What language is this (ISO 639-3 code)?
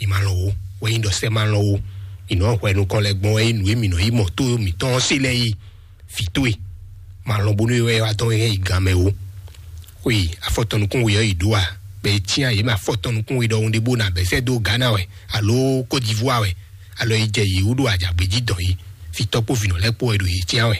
fon